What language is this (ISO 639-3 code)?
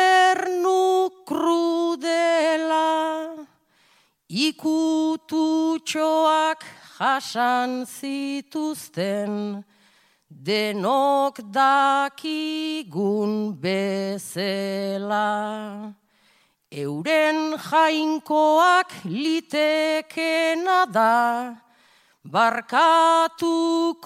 eus